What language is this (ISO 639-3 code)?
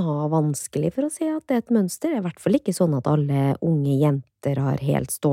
nor